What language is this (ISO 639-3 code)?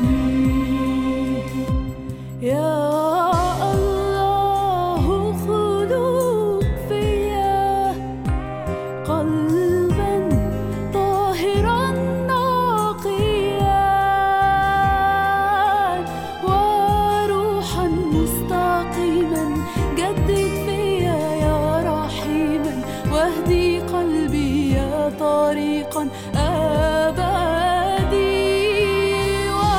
est